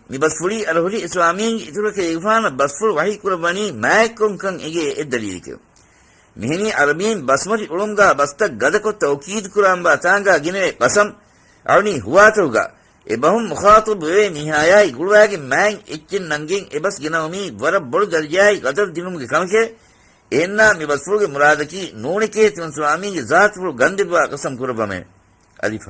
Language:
Divehi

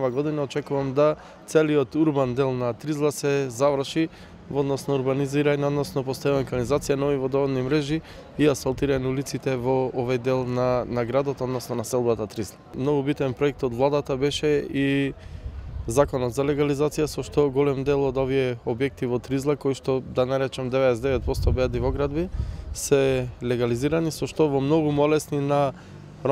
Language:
Macedonian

